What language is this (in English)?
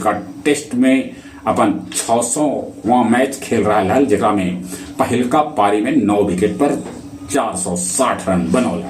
Magahi